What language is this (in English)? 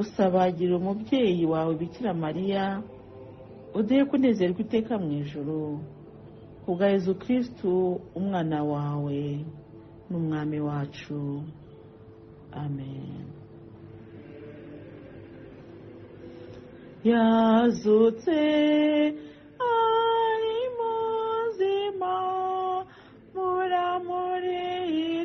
Kinyarwanda